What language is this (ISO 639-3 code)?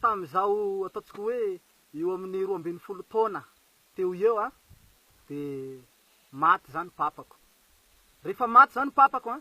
mlg